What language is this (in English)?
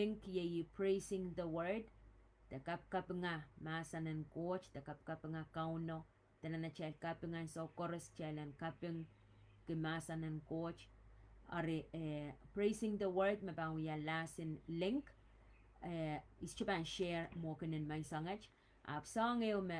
Pohnpeian